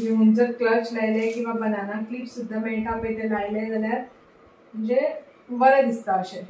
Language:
Konkani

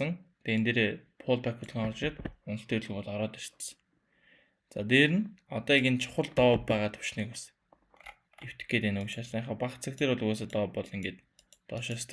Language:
Mongolian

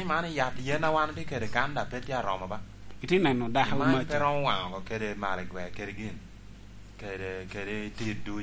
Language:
Lango (Uganda)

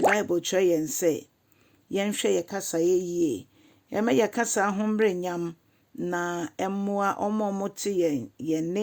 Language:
Akan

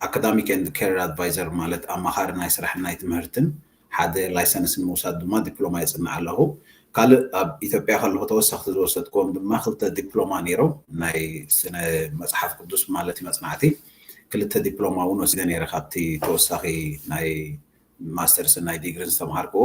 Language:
Tigrinya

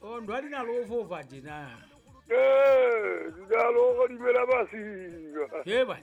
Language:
Southern Sotho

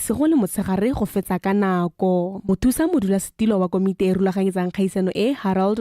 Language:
Tswana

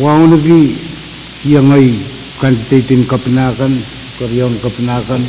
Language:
Pohnpeian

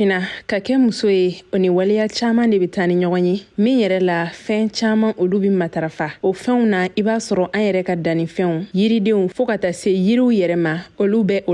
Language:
Bambara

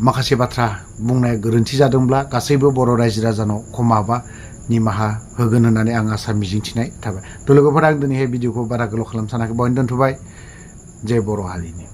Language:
Bodo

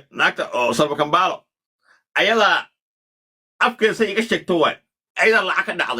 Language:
Somali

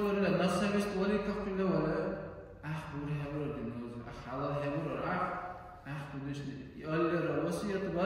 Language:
Dargwa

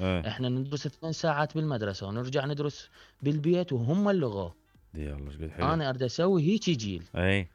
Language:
Mesopotamian Arabic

